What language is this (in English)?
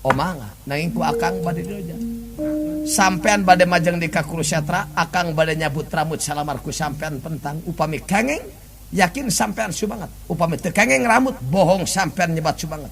Sundanese